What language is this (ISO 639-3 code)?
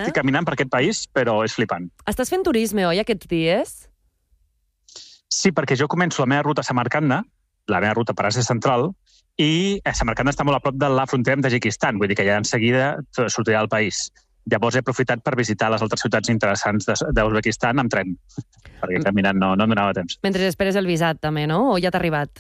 cat